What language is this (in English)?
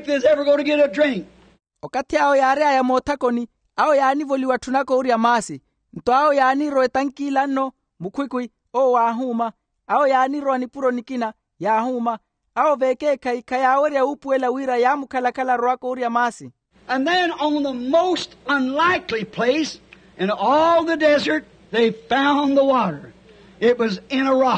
Makhuwa